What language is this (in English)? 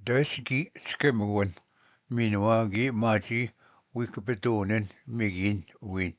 Ojibwa